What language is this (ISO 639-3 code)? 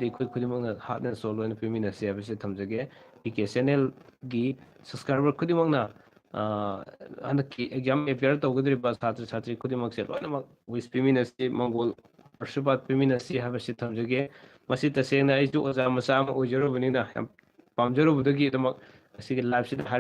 mni